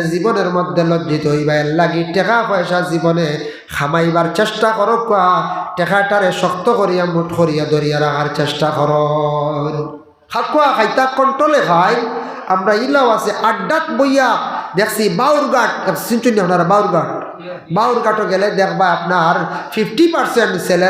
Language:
Sylheti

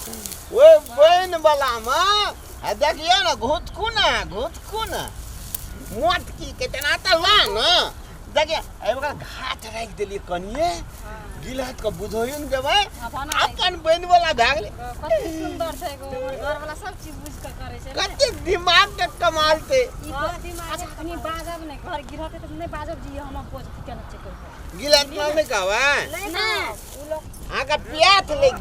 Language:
Maithili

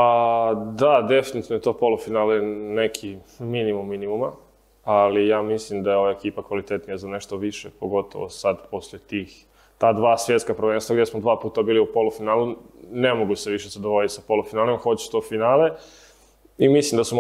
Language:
Croatian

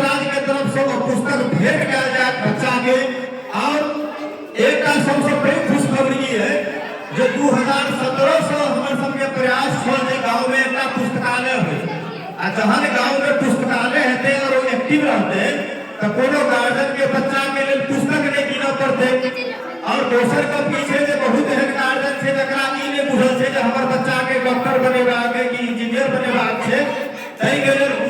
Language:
Maithili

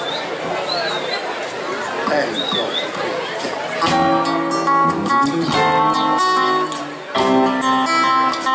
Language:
Greek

